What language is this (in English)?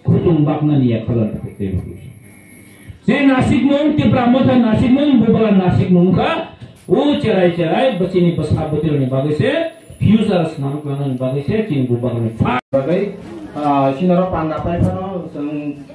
Kok Borok